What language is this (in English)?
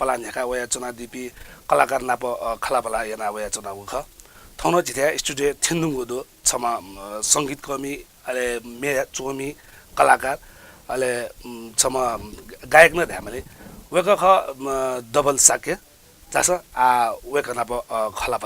Newari